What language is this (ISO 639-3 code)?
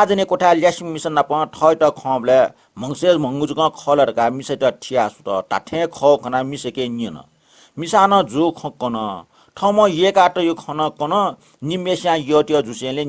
new